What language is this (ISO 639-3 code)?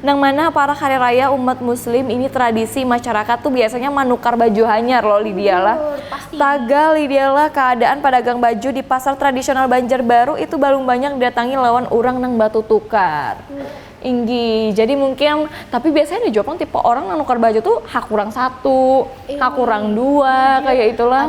bjn